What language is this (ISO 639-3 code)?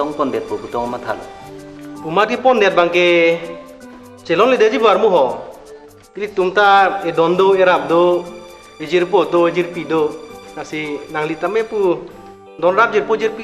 mjw